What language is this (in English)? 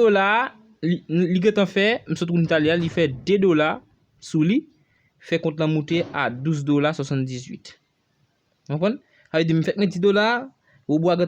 Haitian Creole